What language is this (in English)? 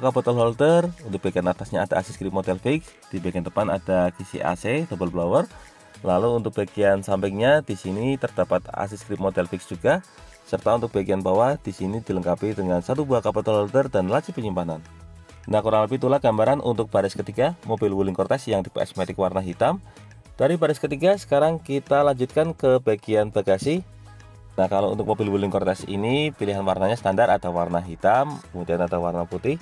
Indonesian